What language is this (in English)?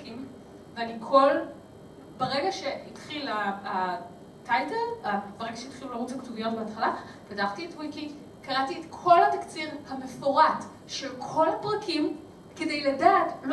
Hebrew